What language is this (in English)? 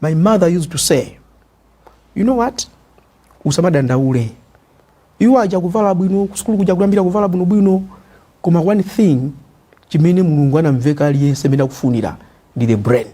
Nyanja